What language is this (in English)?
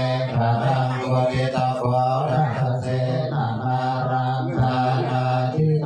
Pali